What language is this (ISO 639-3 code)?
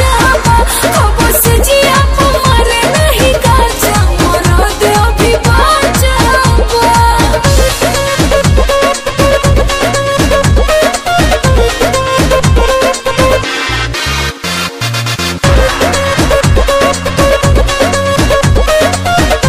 bho